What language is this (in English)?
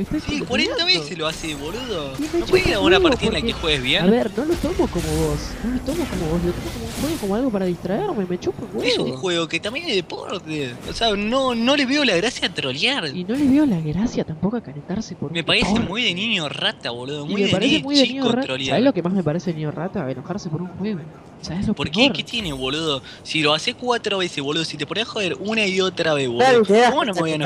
Spanish